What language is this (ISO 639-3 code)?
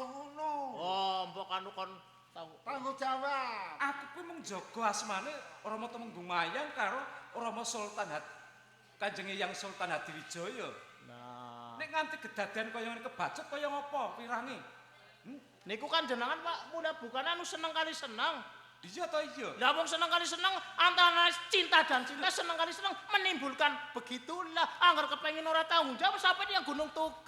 jav